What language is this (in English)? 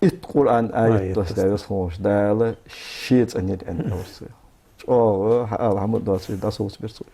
Ingush